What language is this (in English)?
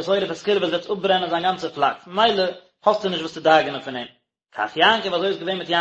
Yiddish